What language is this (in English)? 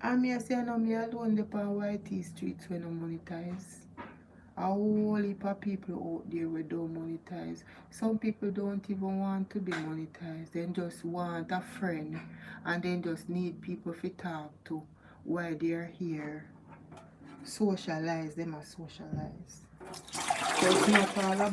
Jamaican Creole English